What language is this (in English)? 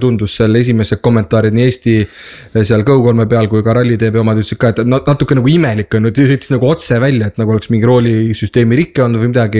Estonian